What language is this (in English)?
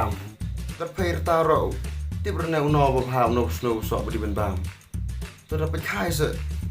Khasi